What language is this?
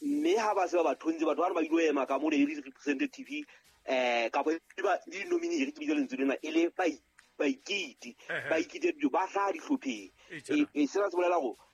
Southern Sotho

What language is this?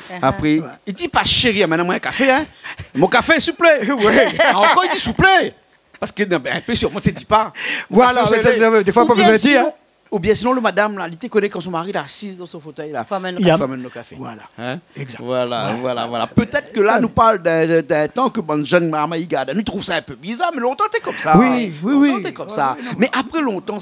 Réunion Creole French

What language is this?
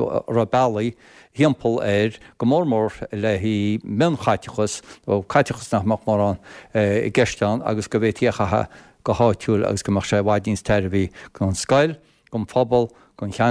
Irish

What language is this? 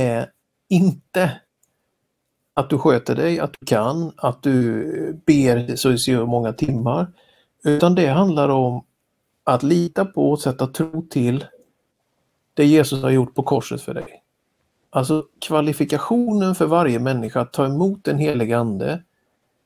Swedish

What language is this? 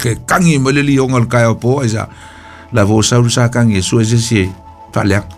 Samoan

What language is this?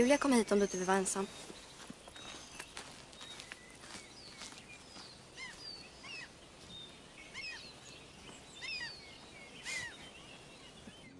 Swedish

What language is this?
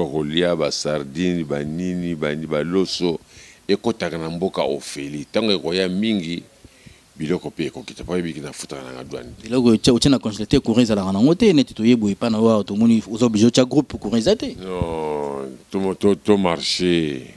Lingala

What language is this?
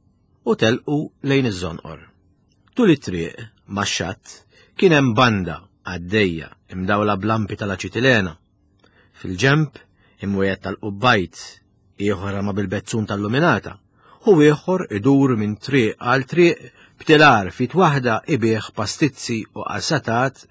Maltese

